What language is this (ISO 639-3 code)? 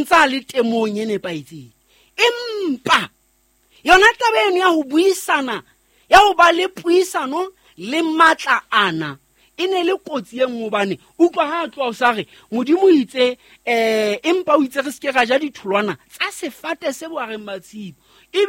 sot